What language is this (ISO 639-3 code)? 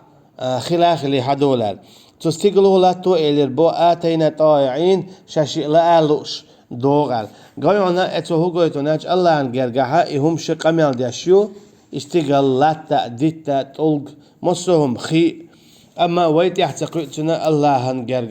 che